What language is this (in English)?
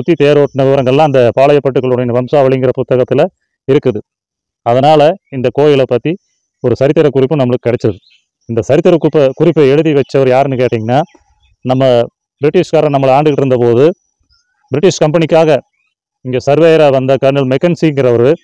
Tamil